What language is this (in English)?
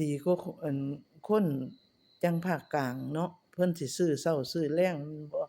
Northeastern Thai